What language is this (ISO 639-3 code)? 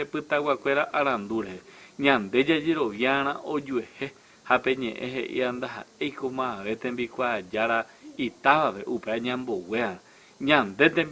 grn